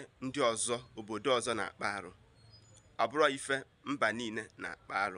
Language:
Igbo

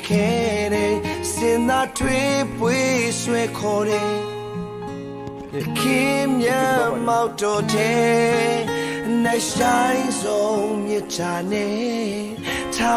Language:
Burmese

